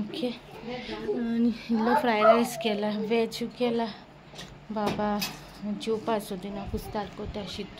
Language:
Konkani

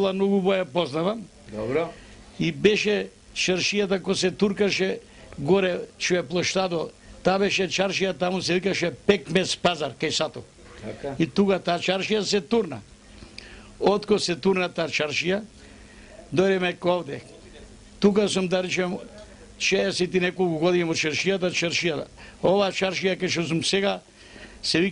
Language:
Macedonian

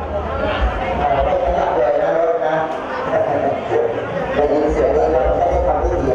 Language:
Thai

